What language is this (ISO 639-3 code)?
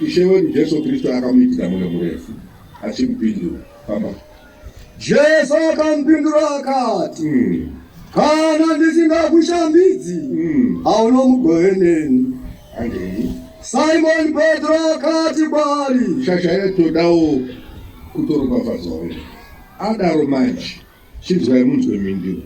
sna